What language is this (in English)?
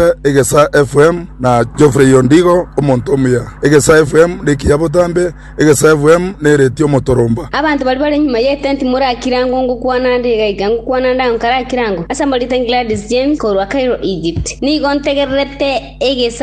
Gusii